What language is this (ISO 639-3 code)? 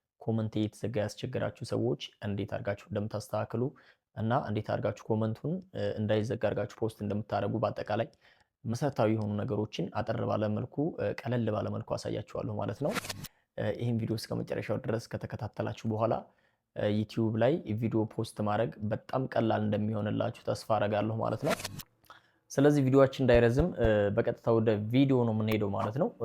amh